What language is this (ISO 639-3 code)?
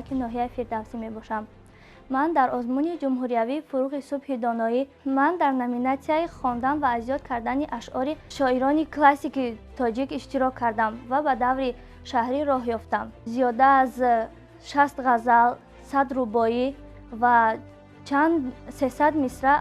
tgk